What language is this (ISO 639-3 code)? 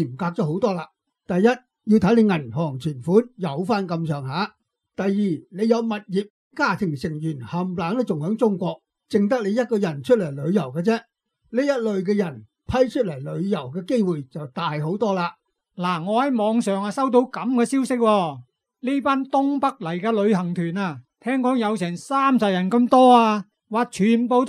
yue